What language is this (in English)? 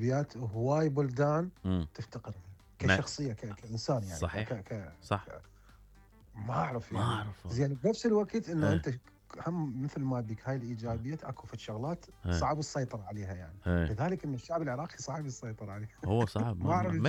Mesopotamian Arabic